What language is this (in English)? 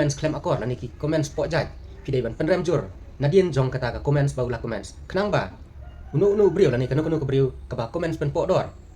Khasi